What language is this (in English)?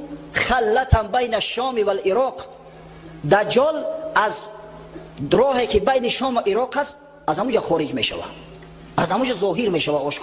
Tajik